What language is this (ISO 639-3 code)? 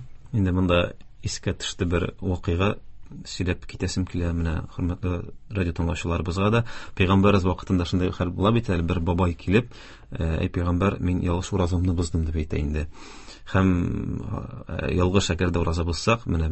tat